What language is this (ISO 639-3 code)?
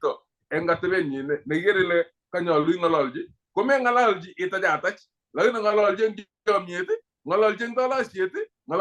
kln